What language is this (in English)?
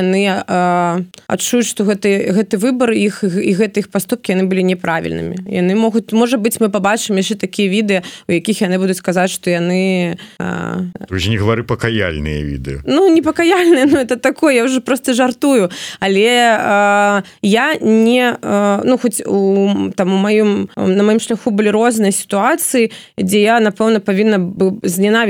Belarusian